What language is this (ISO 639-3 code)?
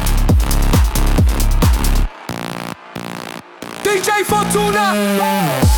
eng